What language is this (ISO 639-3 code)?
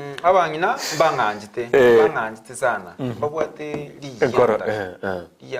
guz